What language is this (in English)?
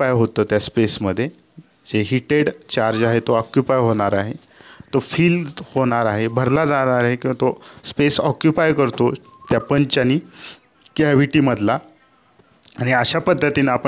Marathi